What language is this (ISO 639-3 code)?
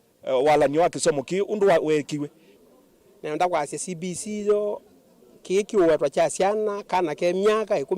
kam